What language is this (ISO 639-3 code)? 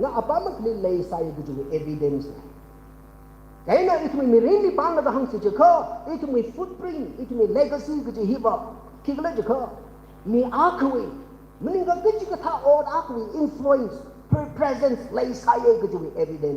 nmf